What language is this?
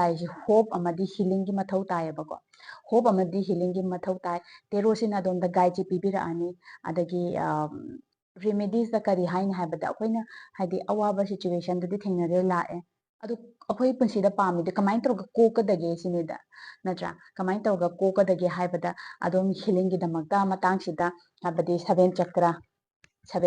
Manipuri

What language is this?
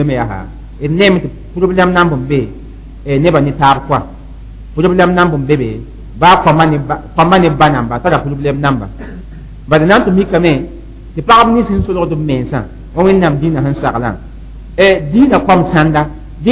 Mossi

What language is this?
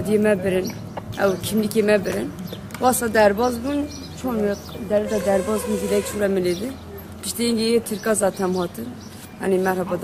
Kurdish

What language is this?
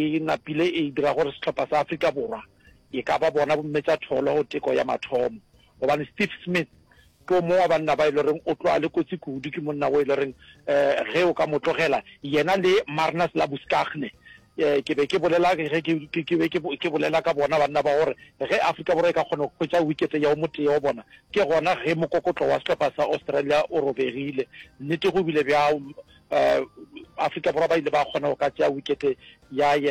Northern Sotho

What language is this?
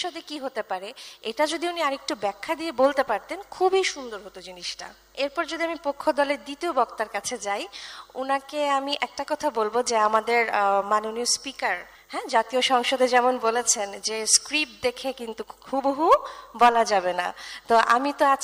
Bangla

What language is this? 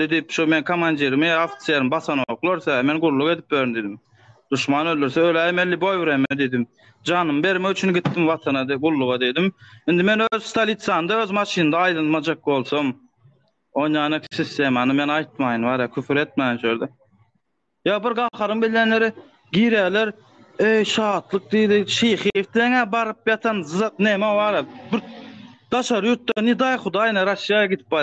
Turkmen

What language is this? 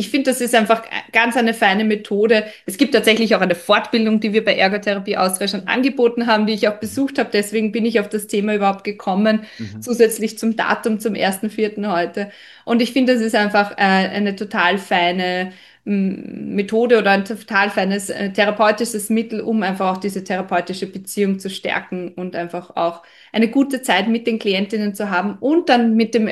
German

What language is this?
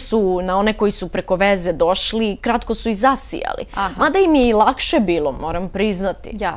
Bosnian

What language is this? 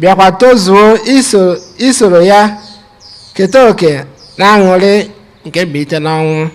Igbo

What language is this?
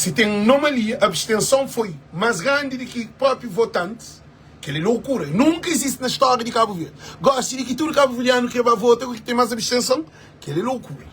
Kabuverdianu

